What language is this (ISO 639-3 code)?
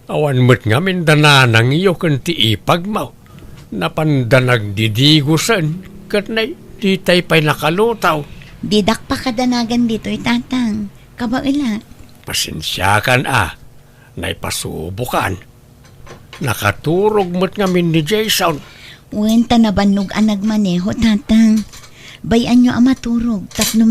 ilo